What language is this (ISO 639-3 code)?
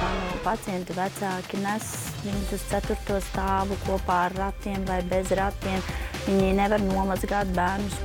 lav